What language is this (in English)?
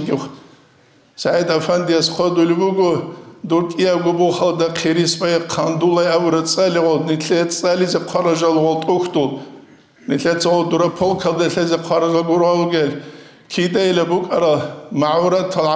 Avaric